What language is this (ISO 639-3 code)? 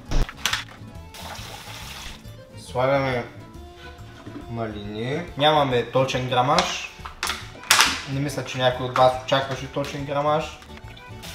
bul